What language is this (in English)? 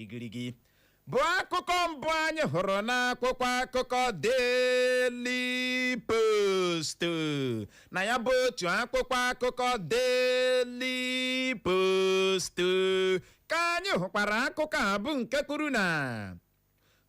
Igbo